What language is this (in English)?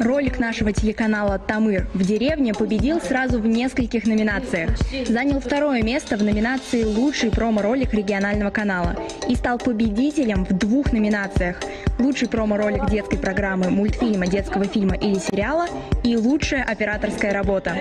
Bashkir